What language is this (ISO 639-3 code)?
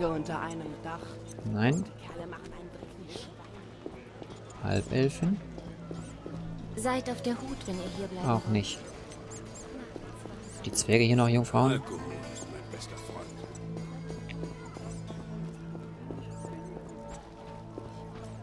deu